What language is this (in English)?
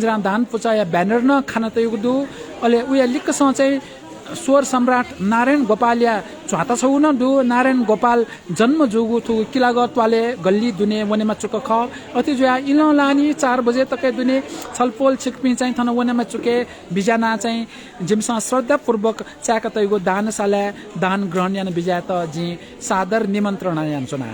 Newari